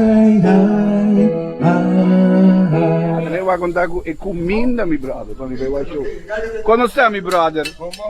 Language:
Papiamento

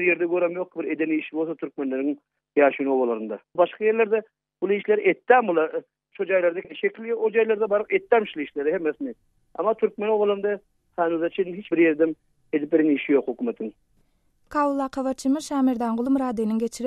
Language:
Turkmen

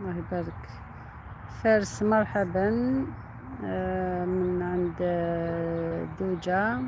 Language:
Algerian Arabic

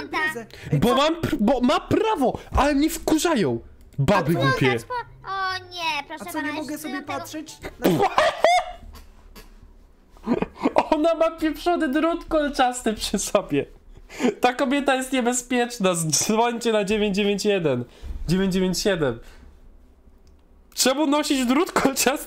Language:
Polish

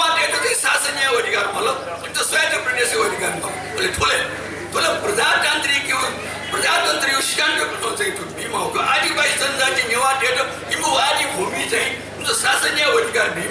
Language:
Newari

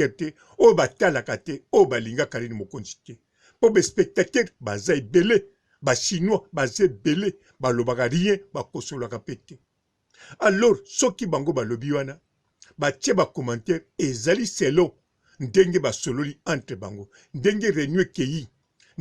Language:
Lingala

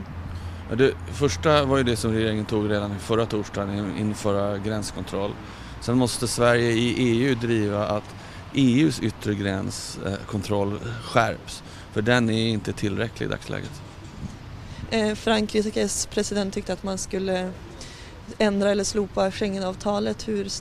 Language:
Swedish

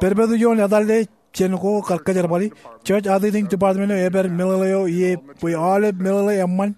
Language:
Marshallese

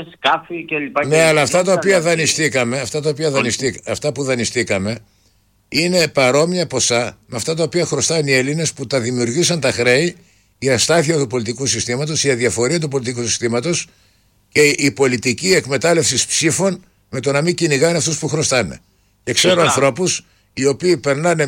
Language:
Greek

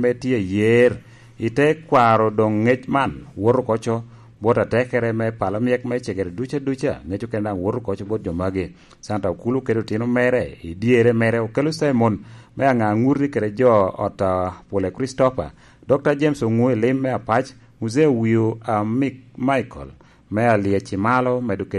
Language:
Lango (Uganda)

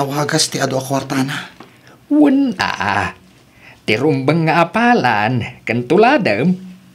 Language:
Iloko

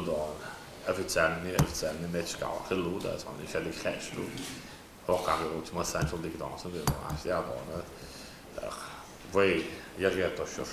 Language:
Chechen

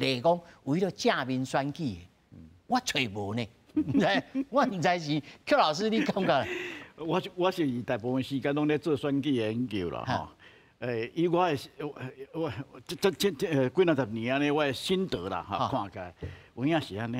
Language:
Min Nan Chinese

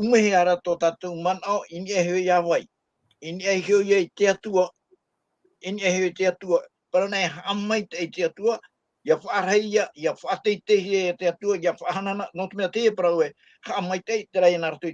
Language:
Tahitian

